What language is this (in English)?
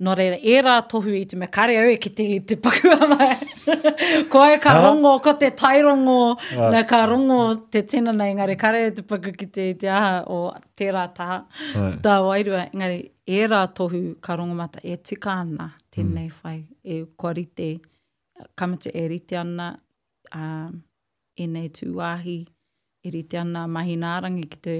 Māori